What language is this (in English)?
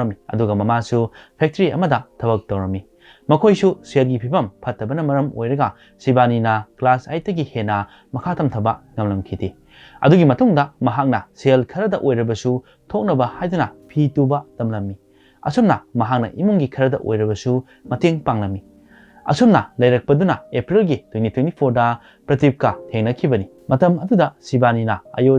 Manipuri